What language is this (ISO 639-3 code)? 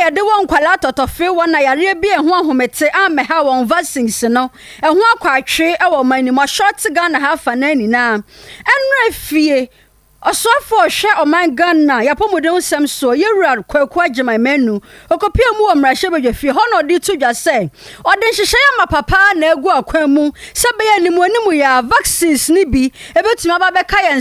aka